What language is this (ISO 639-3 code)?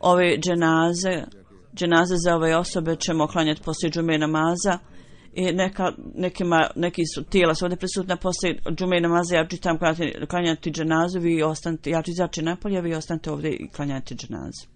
bos